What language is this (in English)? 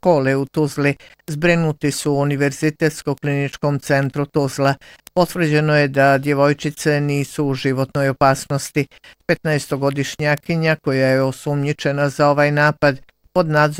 Bosnian